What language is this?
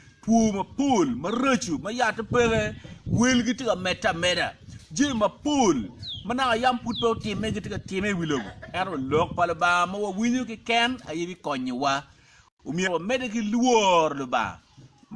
Acoli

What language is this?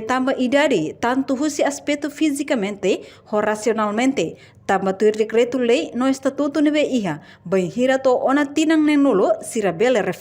Tetum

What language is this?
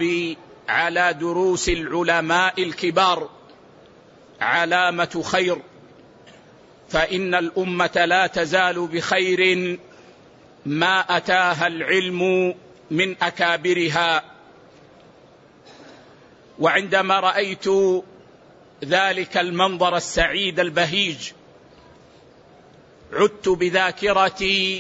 Arabic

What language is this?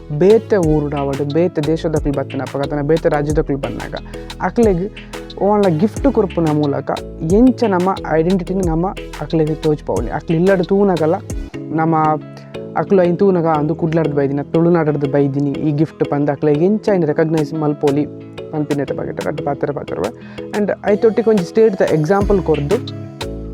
Tulu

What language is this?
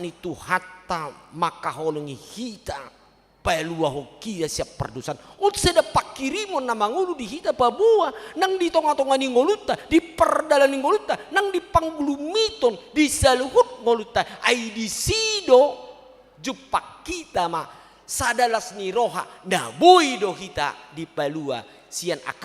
Batak Toba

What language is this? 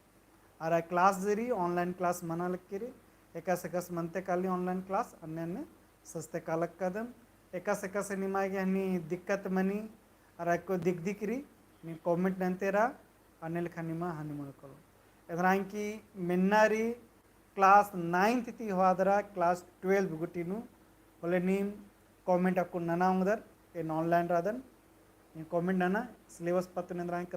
Kurukh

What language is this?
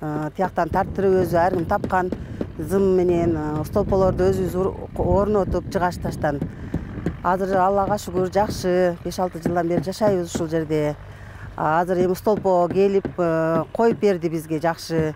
Kyrgyz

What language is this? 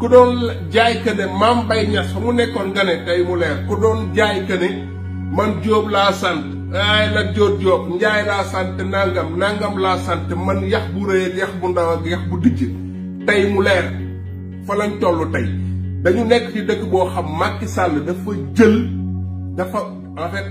Wolof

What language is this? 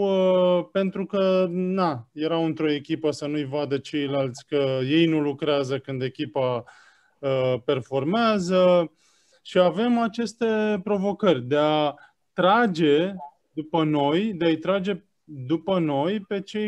Romanian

